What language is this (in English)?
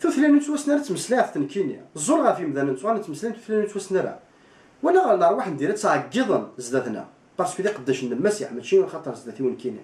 Kabyle